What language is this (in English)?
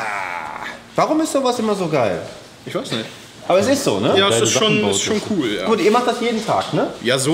German